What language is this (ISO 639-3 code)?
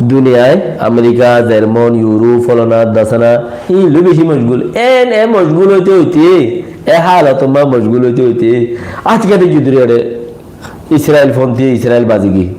rhg